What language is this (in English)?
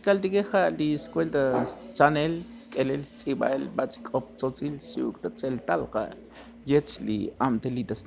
Tzotzil